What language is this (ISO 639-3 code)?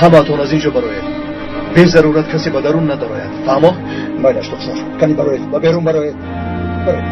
tgk